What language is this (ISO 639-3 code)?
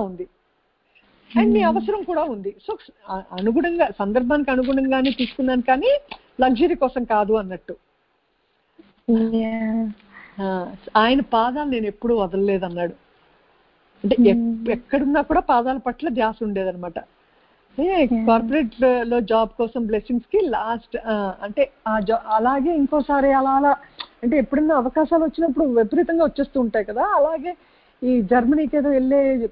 tel